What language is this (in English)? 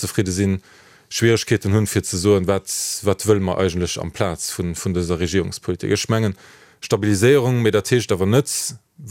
Luxembourgish